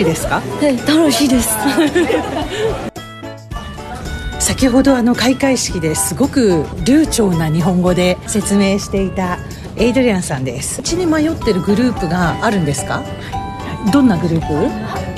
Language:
Japanese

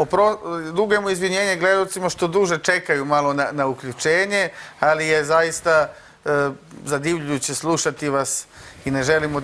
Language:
Serbian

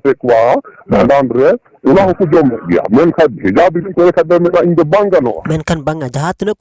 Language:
Santali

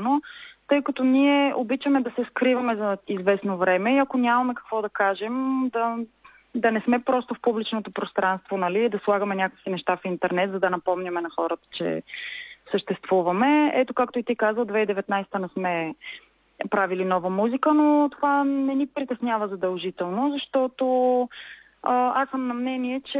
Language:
Bulgarian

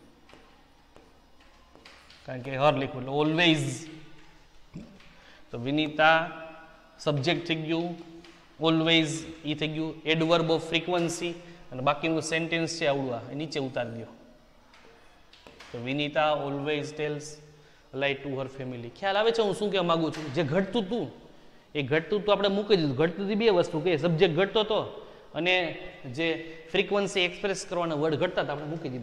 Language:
Gujarati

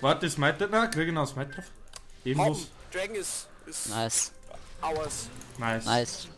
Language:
Bavarian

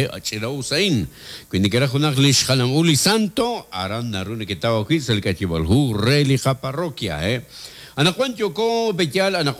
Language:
Kekchí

